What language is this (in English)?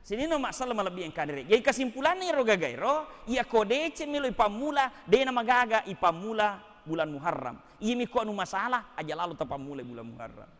Buginese